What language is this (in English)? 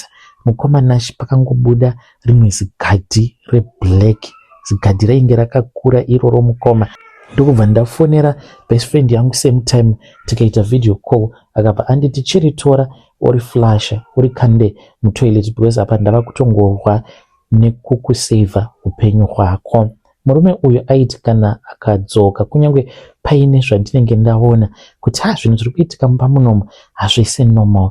Shona